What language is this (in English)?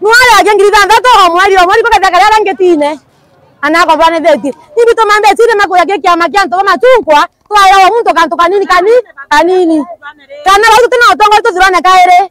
Meru